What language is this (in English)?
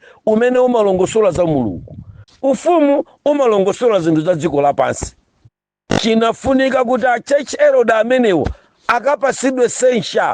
Nyanja